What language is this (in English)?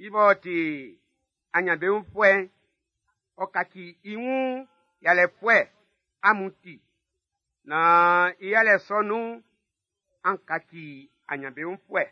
Baoulé